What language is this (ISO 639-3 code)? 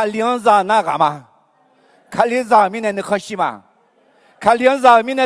ahk